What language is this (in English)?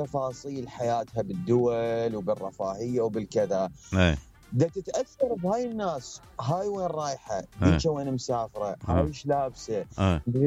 Mesopotamian Arabic